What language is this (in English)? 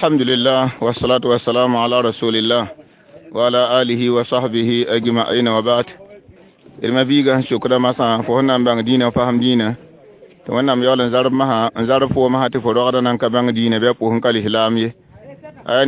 Mossi